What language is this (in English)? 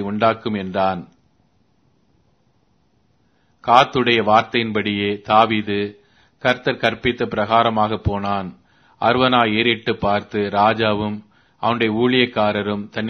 Tamil